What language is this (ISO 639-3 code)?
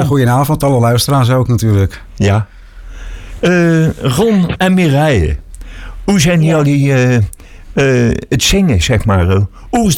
nld